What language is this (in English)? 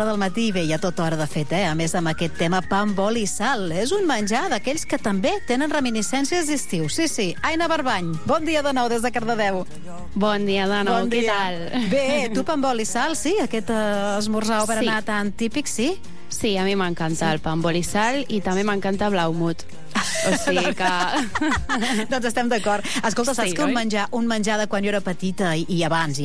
Catalan